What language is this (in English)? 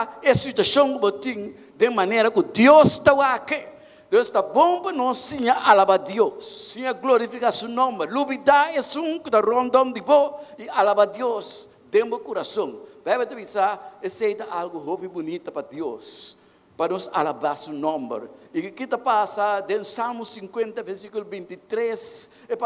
Papiamento